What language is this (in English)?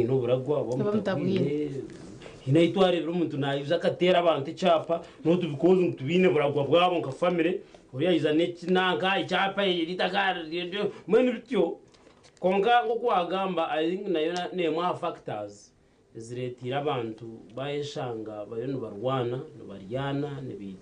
Nyankole